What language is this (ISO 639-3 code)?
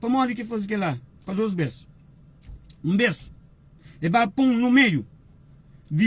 kea